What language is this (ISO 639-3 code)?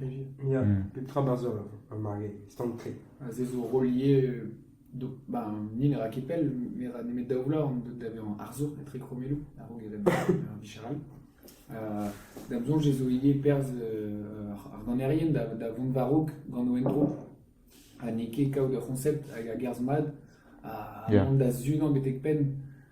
bre